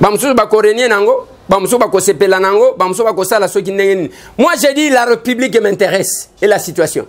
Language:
Lingala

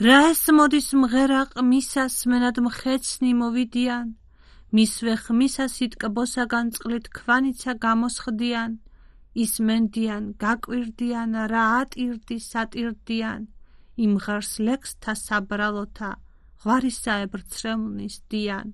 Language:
Georgian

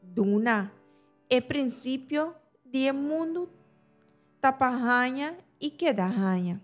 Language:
Papiamento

